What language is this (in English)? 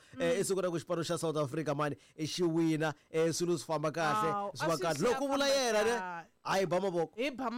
Tsonga